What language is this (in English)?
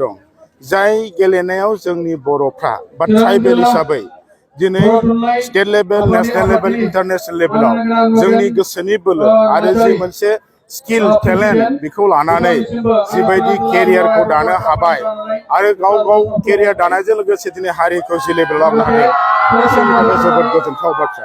Bodo